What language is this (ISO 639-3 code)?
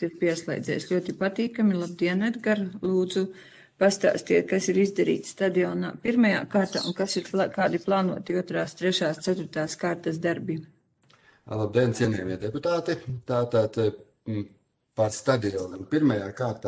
lav